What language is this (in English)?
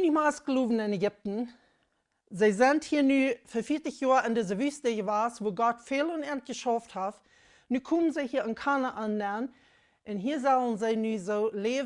Plautdietsch